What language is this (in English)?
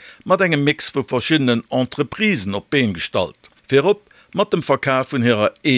Luxembourgish